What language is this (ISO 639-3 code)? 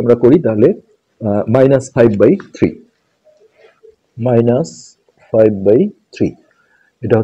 ben